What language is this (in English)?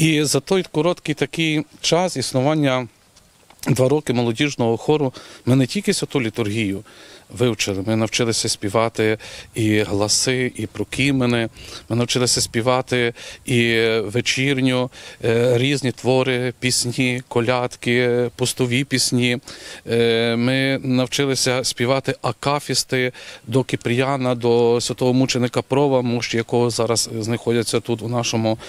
Ukrainian